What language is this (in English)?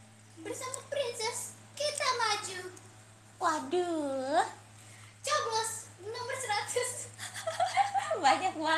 Indonesian